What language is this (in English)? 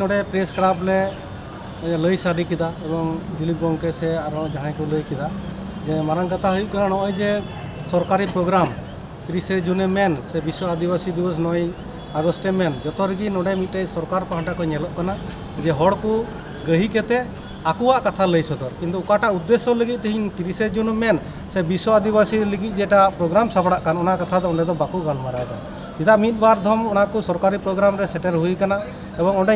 Santali